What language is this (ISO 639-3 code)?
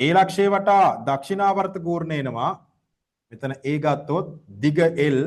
sin